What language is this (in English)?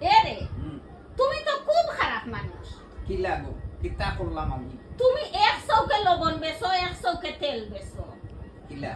Sylheti